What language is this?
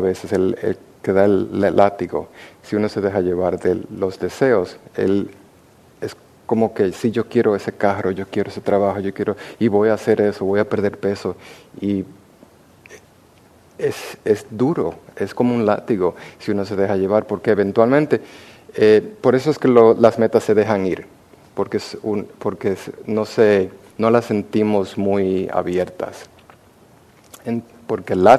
Spanish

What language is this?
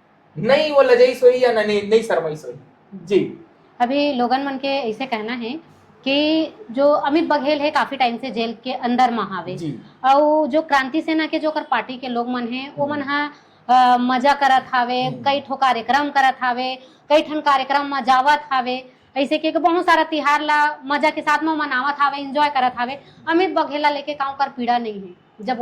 Chhattisgarhi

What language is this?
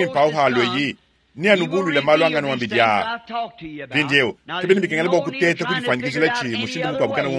Luba-Lulua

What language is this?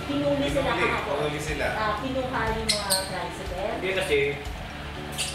Filipino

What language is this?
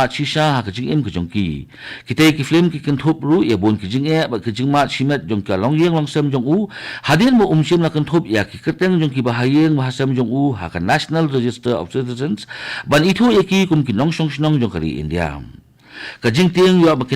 Khasi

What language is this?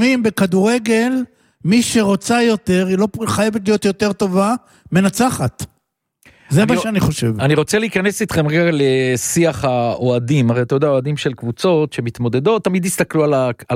Hebrew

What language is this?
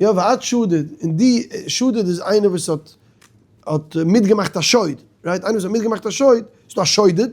Yiddish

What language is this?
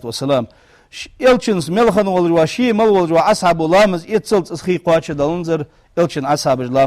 Ingush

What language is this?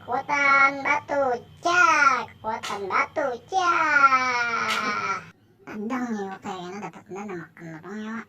Banjar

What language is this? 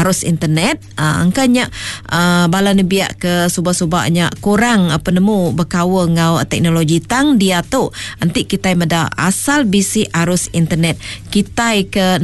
Iban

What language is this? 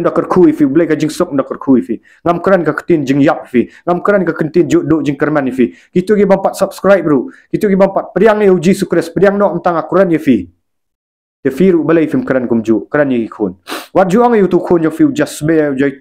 Khasi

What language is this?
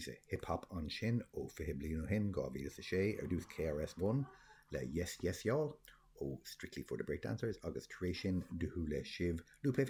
Irish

